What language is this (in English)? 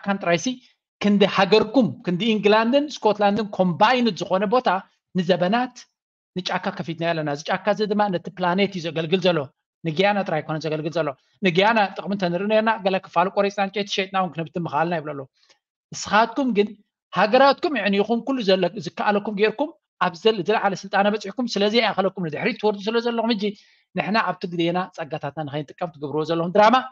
Tigrinya